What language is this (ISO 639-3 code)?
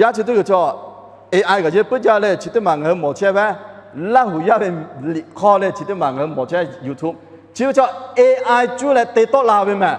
lhu